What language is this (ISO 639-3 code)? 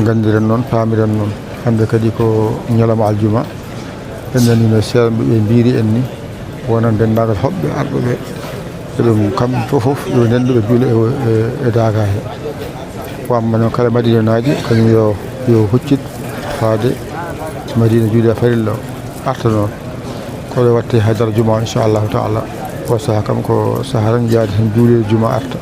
ful